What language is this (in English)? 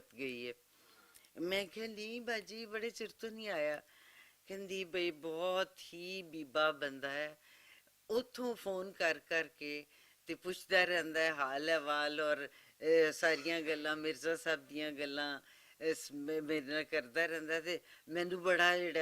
Western Panjabi